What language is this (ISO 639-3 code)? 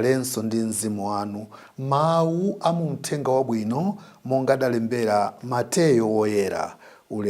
nya